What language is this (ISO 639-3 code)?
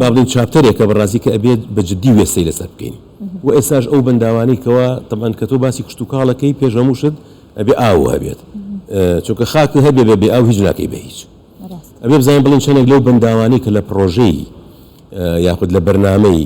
ckb